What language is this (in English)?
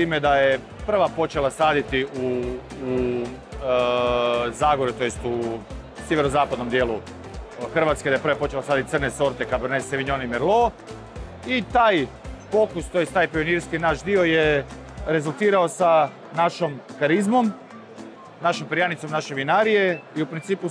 Croatian